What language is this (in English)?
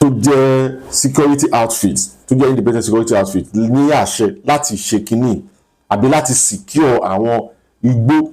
Yoruba